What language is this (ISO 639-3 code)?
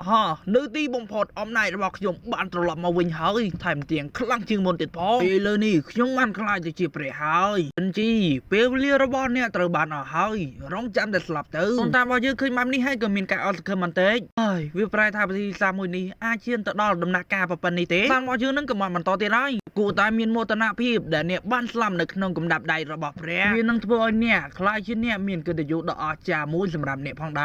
khm